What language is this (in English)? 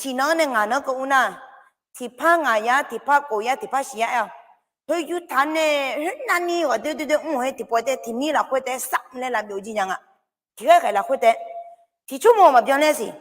Akha